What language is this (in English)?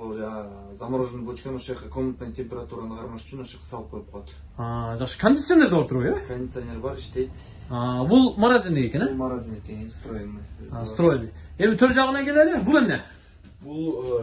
Kyrgyz